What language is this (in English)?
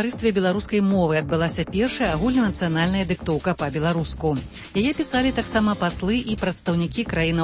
Belarusian